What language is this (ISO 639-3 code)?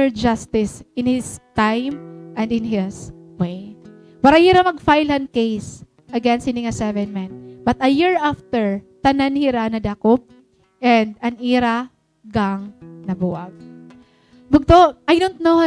war